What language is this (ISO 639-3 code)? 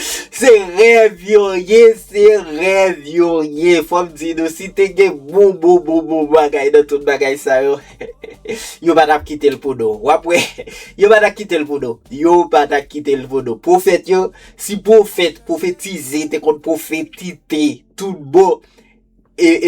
hat